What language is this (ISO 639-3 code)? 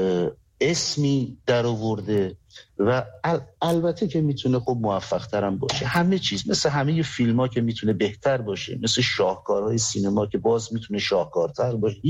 fas